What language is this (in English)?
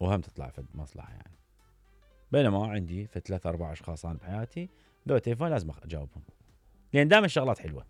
Mesopotamian Arabic